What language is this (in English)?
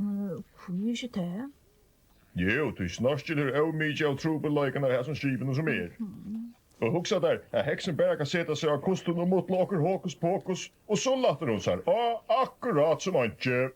Faroese